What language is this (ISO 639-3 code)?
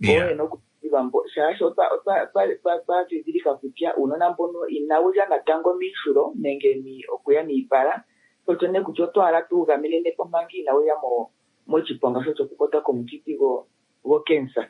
kua